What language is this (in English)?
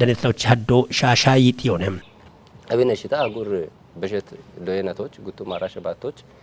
Kafa